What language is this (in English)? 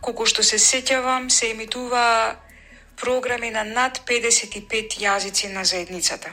Macedonian